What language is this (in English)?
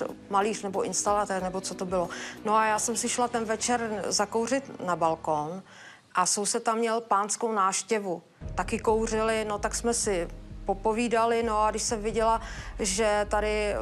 Czech